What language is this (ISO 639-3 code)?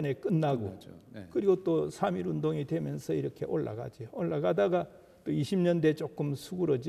kor